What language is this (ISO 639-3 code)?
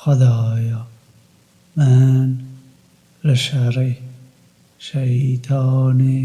kur